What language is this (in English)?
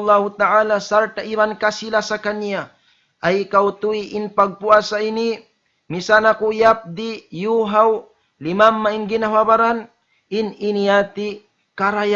Tausug